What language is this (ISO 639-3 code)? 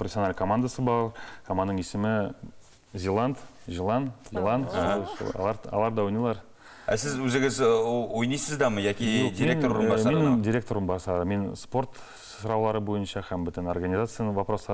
tat